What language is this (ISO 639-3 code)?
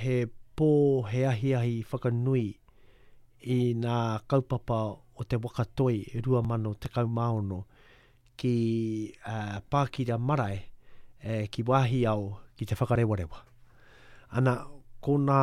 mri